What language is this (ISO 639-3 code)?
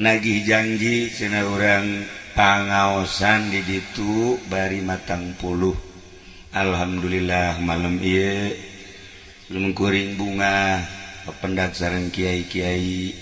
sun